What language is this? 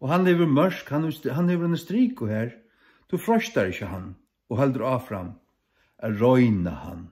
Faroese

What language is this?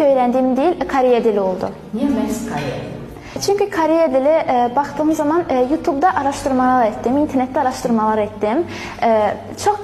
Azerbaijani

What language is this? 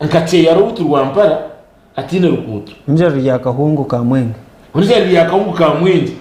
Nyankole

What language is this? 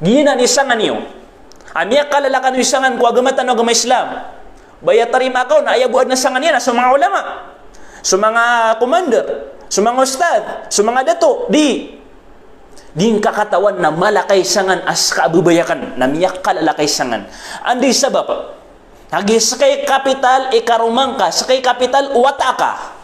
Maranao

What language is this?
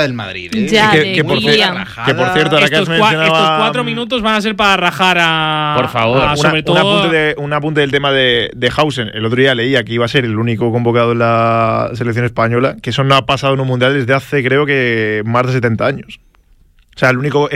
Spanish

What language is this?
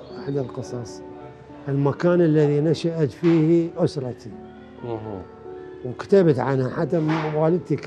Mesopotamian Arabic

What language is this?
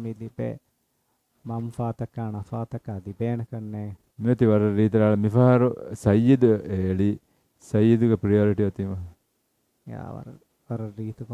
Divehi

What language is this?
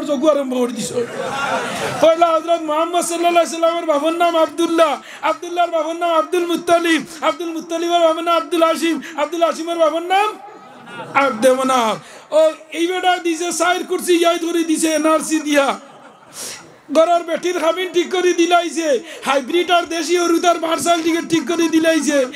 Sylheti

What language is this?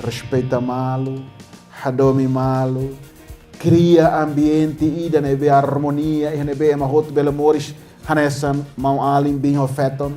Tetum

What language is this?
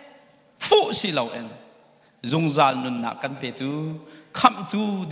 Hakha Chin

